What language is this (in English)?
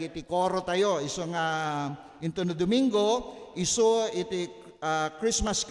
Iloko